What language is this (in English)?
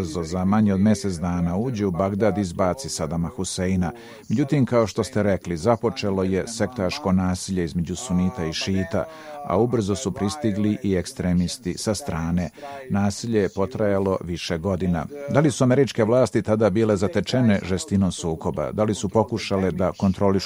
Bosnian